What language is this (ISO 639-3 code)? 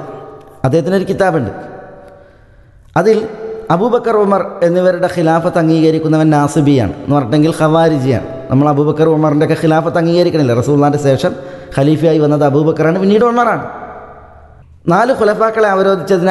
mal